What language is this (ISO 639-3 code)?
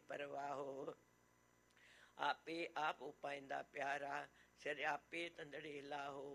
pan